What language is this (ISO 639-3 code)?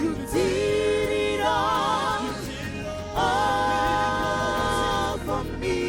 ven